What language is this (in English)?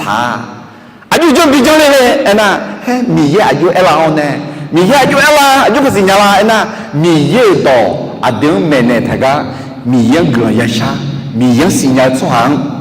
Akha